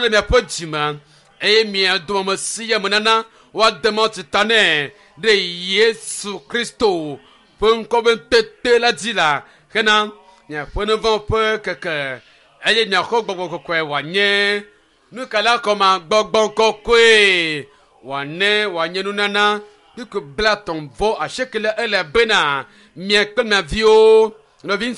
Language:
Ewe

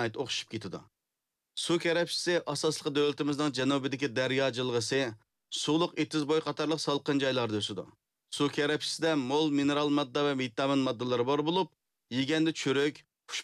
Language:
Uyghur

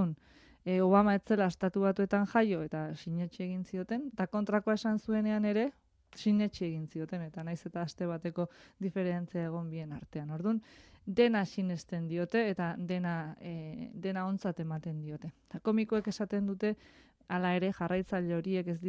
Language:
Basque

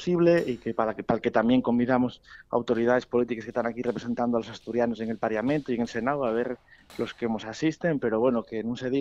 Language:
Asturian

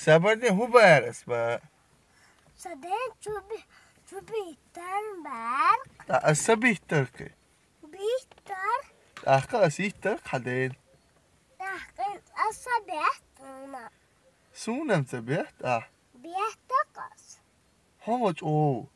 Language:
Chechen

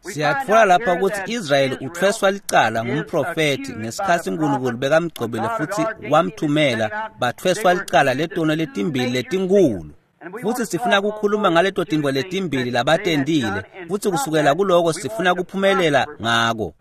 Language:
Swati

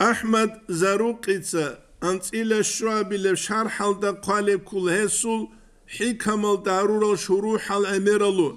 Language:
Avaric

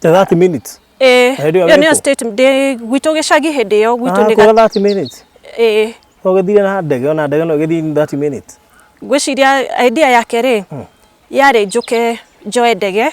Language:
Kikuyu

